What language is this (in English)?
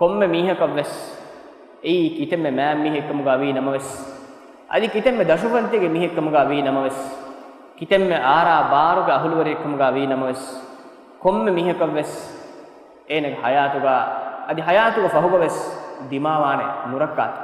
Divehi